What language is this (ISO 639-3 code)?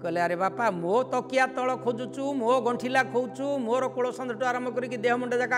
ori